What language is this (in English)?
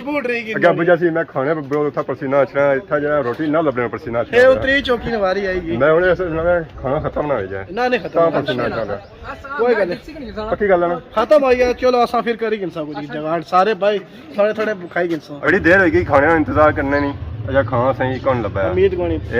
Pahari-Potwari